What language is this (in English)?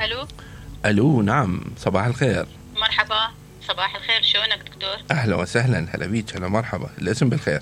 Mesopotamian Arabic